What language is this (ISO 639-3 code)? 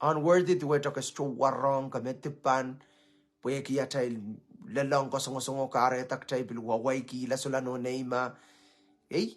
pon